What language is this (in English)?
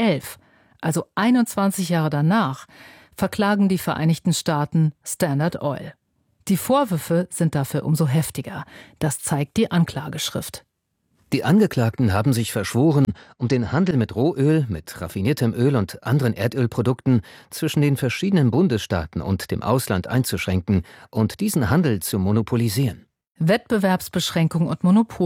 German